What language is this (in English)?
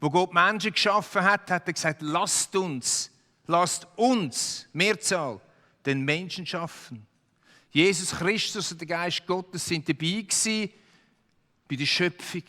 Swiss German